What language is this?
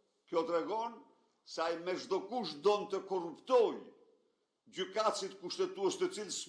Albanian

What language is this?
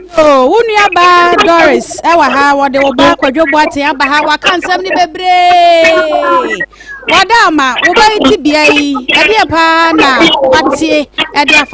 Akan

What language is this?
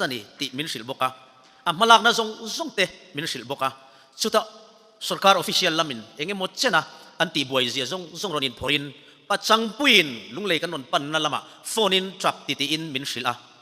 Mizo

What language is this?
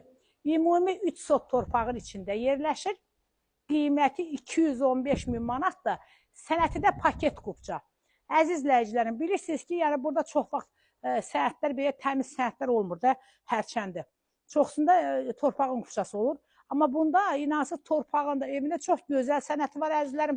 Azerbaijani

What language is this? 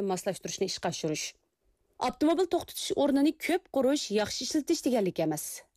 Uyghur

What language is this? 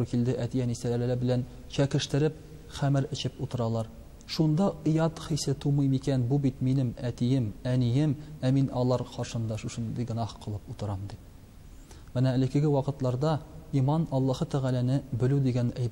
Tatar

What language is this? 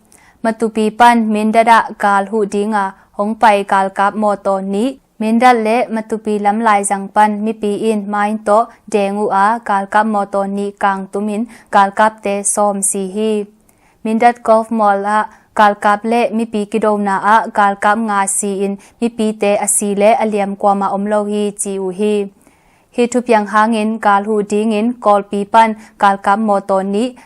Tedim Chin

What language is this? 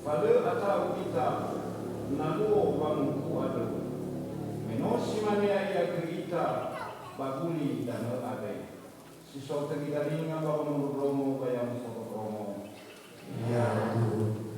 Nias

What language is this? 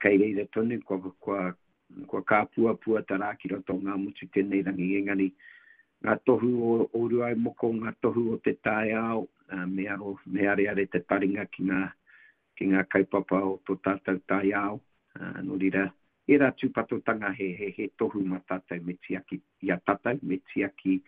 Māori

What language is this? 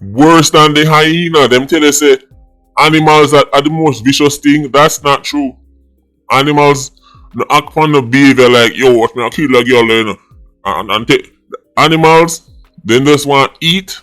Jamaican Creole English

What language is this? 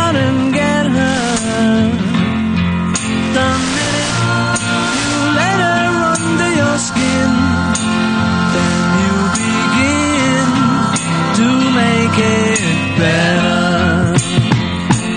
English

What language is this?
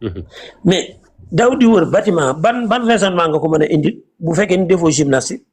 Wolof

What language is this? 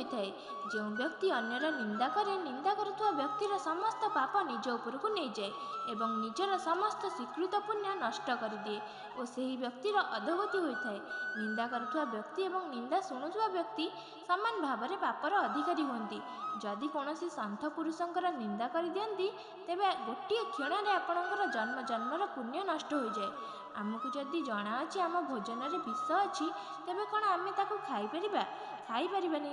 Odia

